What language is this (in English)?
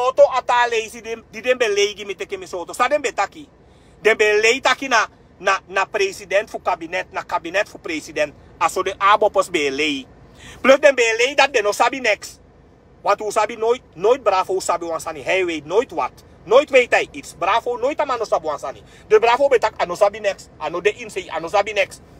Sranan Tongo